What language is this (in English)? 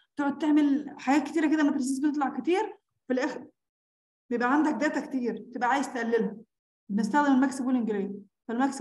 Egyptian Arabic